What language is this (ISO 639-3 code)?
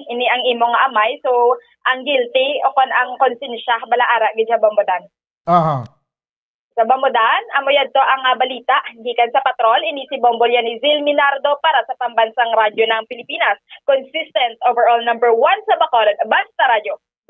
hil